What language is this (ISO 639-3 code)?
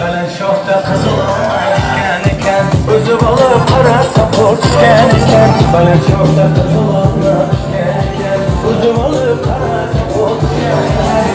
tuk